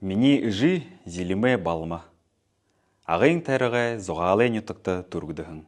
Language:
Buriat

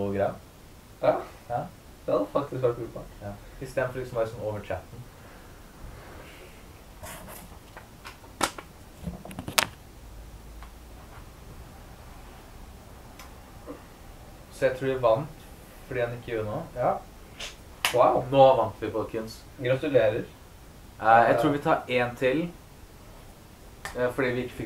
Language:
Norwegian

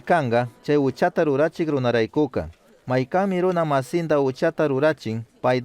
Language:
Chimborazo Highland Quichua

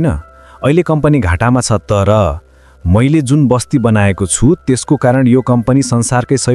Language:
Nepali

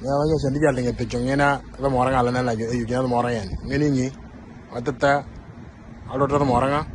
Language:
Moro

